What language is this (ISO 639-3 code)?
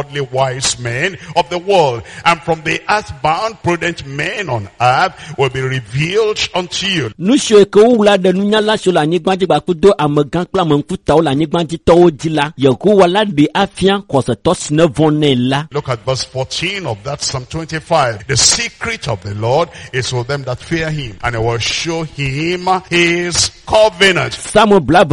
ewe